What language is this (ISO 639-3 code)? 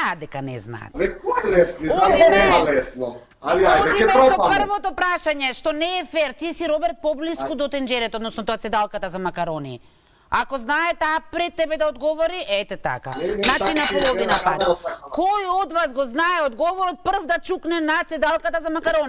mkd